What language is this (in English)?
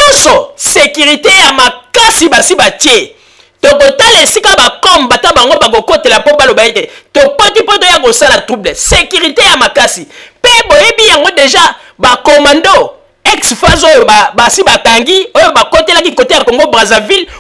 Lingala